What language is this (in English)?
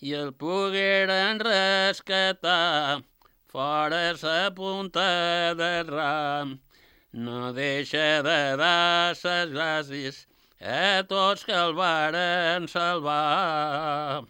Catalan